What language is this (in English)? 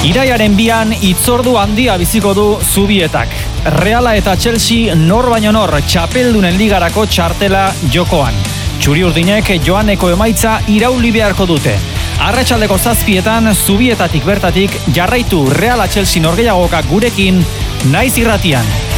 Basque